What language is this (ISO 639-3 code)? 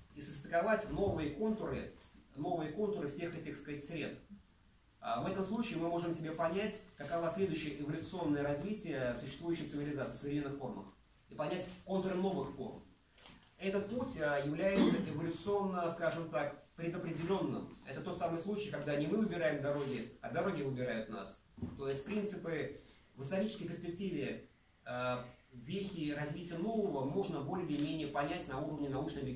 rus